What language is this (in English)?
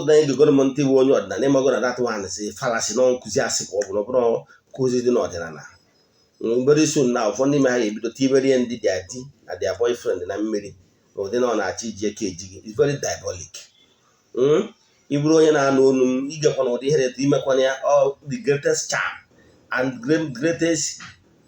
Igbo